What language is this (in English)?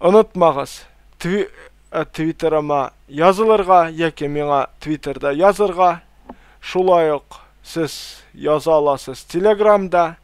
Tatar